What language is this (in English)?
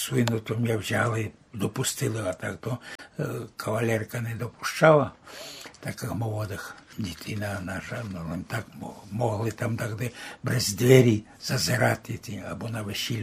Rusyn